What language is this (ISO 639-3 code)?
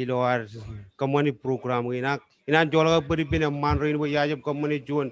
mah